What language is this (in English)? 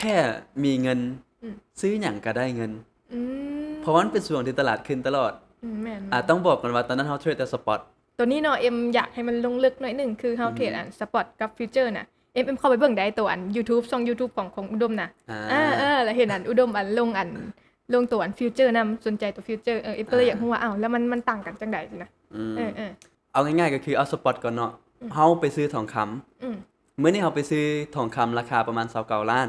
Lao